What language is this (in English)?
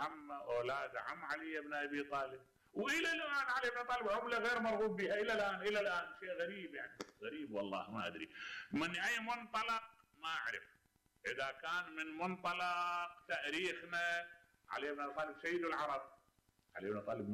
Mesopotamian Arabic